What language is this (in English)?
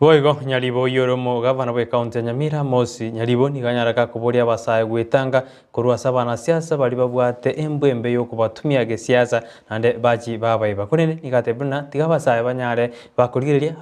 Gusii